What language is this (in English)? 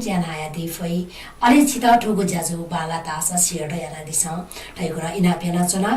Newari